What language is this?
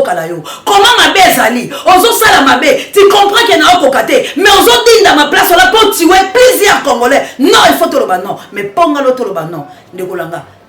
Lingala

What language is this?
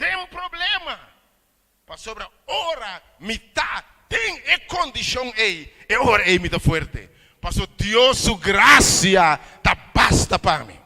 Papiamento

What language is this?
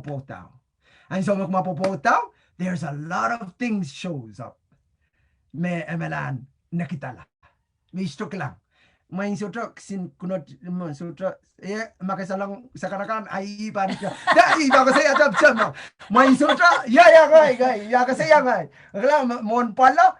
Pohnpeian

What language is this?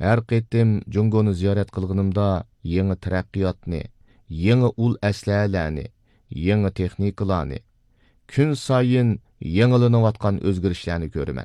Uyghur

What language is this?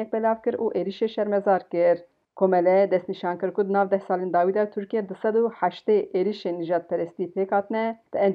Kurdish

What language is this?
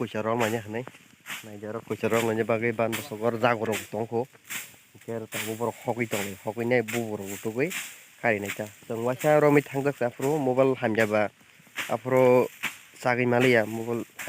Kok Borok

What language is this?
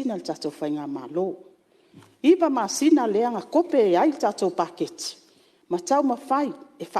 Samoan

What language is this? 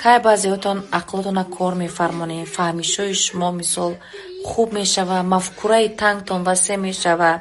Tajik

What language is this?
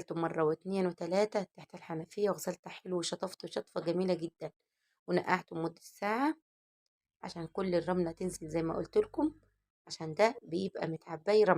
Egyptian Arabic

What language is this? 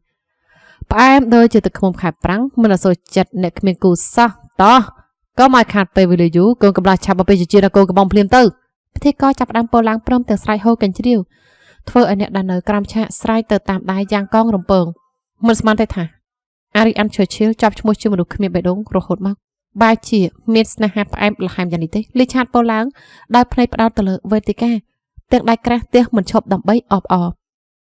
Khmer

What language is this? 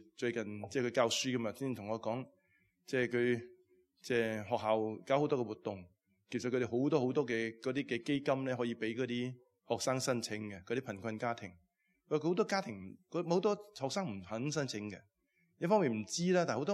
Cantonese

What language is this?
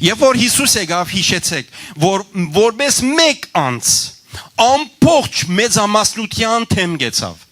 Western Armenian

